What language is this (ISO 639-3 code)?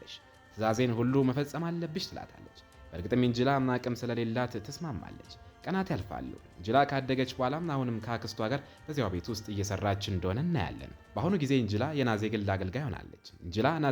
amh